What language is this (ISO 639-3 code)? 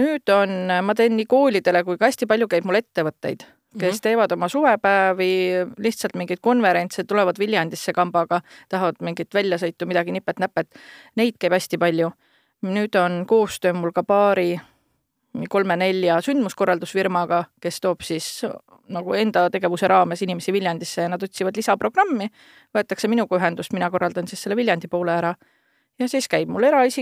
est